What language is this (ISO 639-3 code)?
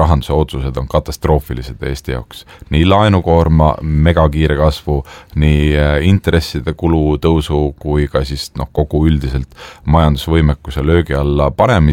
est